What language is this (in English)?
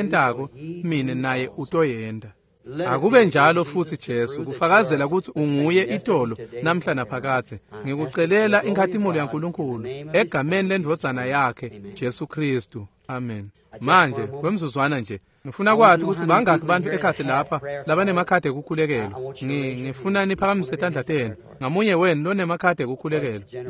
Swati